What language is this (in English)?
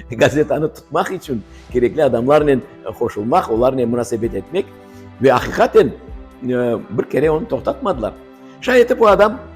Crimean Tatar